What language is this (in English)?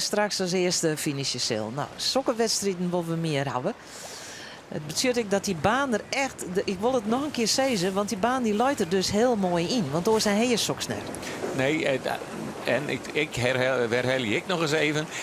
Western Frisian